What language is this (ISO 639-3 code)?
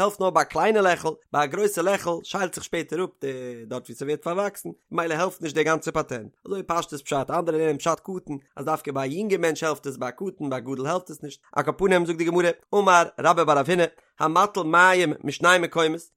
yid